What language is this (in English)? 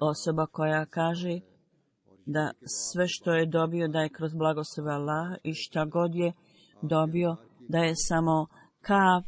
Bosnian